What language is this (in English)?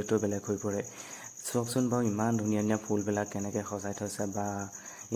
Assamese